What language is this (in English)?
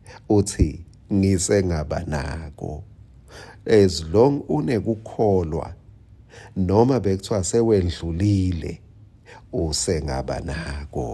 Swati